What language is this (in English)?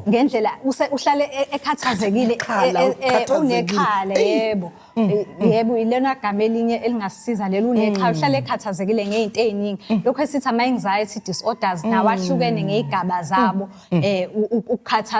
Zulu